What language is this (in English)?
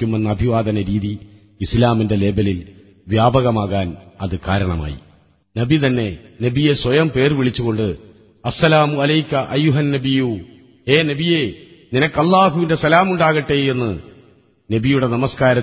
Malayalam